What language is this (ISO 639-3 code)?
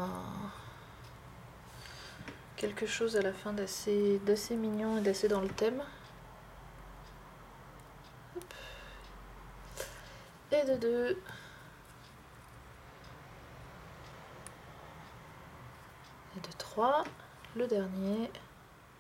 fra